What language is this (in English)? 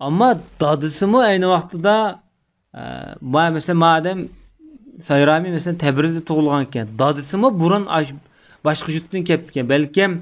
Uyghur